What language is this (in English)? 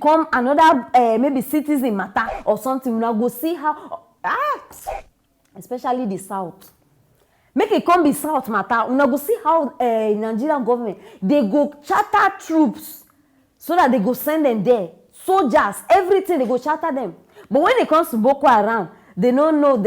Nigerian Pidgin